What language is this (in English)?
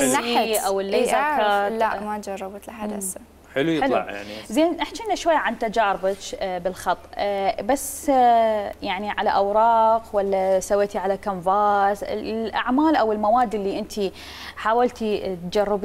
Mesopotamian Arabic